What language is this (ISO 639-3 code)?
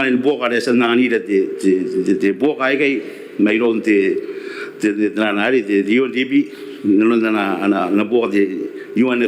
gil